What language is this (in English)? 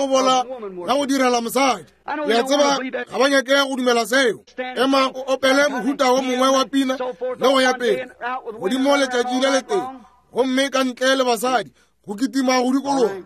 Northern Sotho